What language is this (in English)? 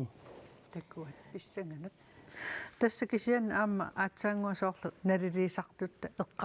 Kalaallisut